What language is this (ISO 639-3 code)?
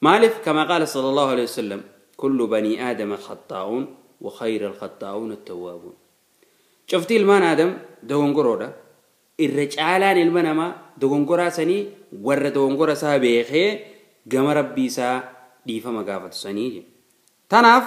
orm